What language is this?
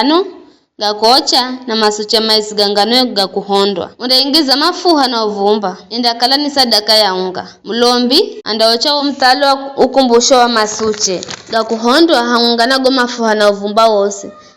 Giryama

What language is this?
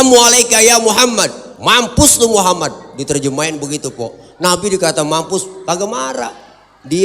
Betawi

